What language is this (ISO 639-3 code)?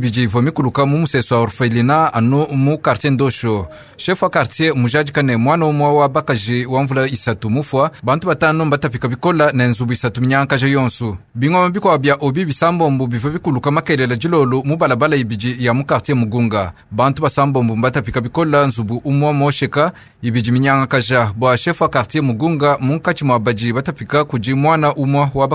lua